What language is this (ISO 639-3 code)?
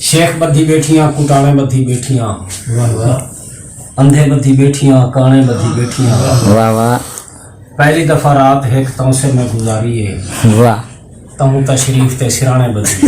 skr